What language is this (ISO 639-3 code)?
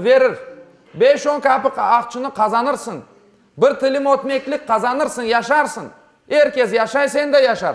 crh